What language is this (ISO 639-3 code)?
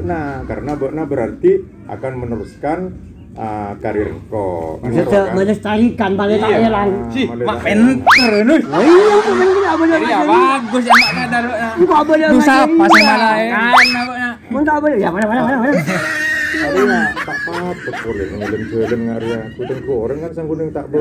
mad